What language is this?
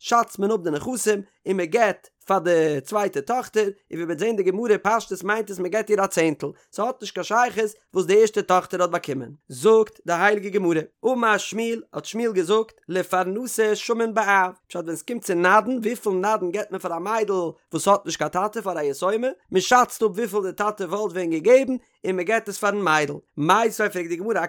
Yiddish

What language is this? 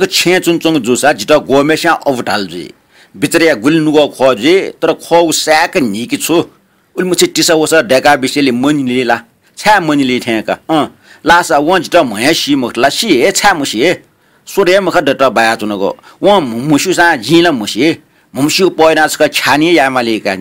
Newari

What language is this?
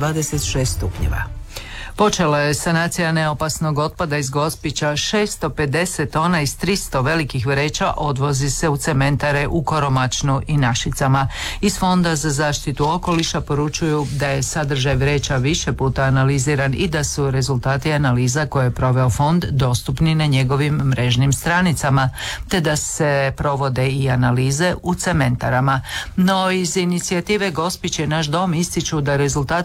Croatian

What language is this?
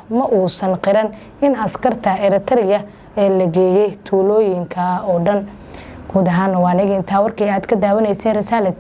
Somali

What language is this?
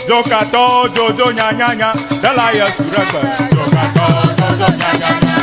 Ewe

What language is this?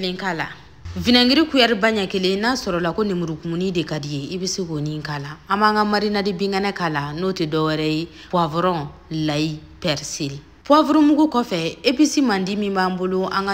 Bambara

